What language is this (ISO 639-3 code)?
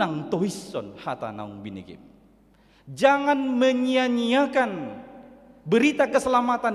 bbc